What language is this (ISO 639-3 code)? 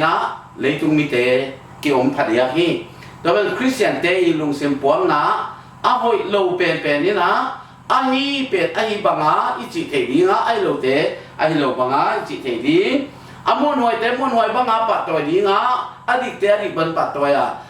ctd